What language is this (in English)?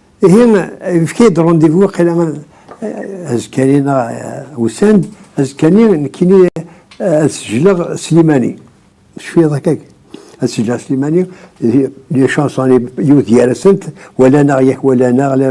Kabyle